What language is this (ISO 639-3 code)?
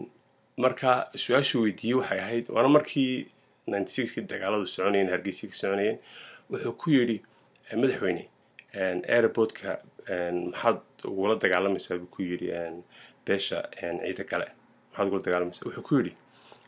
som